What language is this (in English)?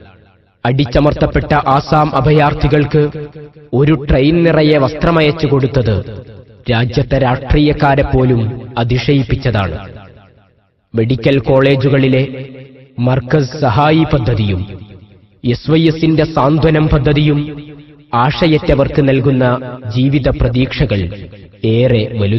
Malayalam